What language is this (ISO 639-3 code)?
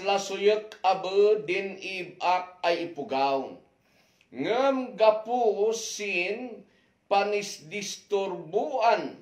kne